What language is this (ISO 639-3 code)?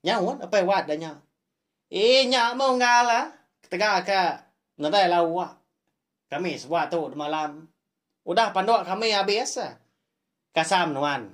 iba